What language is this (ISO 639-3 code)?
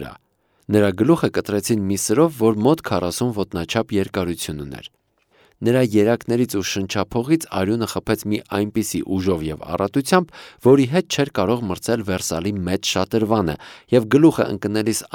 hye